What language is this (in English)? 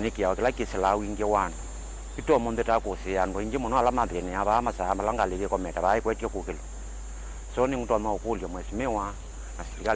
Kamba